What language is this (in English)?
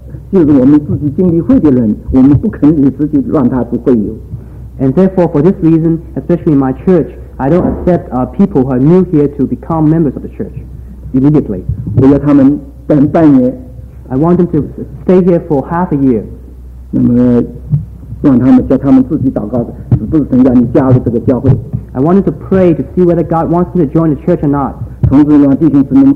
Chinese